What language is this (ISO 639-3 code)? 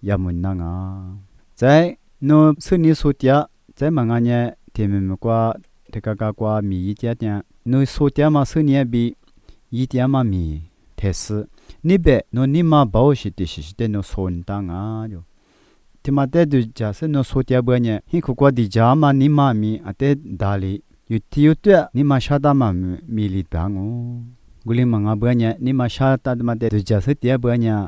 lis